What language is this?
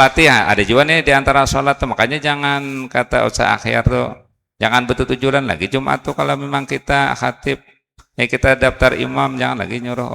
Banjar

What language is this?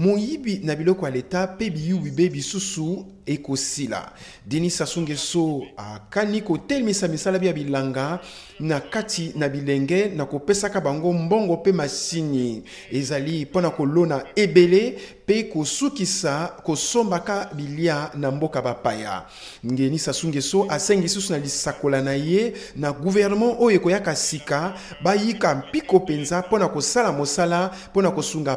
Lingala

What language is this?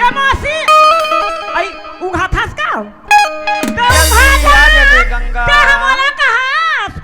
Chhattisgarhi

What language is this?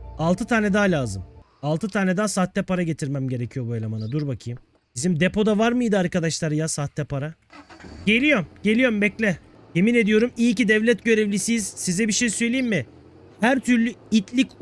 Turkish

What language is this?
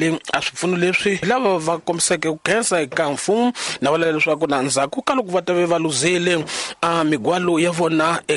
Tsonga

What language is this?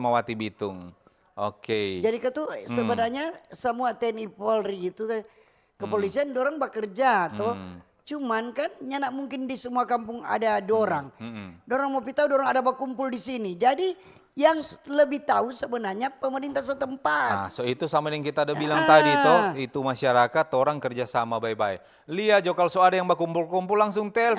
Manado Malay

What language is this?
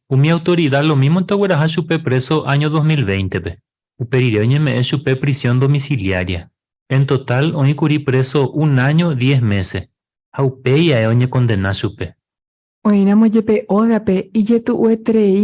Guarani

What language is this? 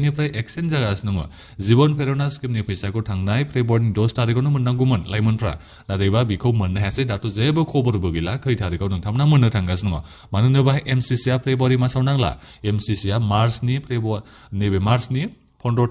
Bodo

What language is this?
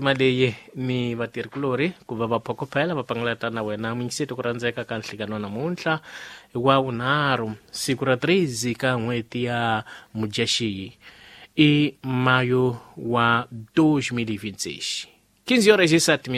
Tsonga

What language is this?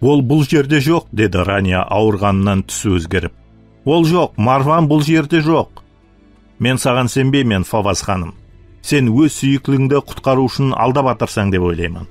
Kara-Kalpak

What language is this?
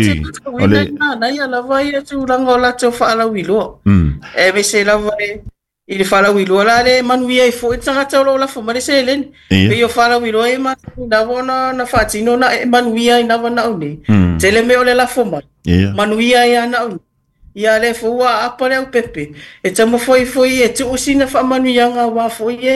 Samoan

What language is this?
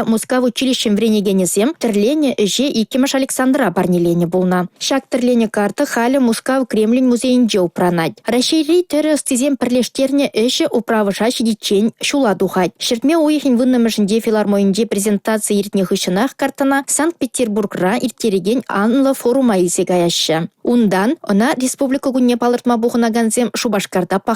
Chuvash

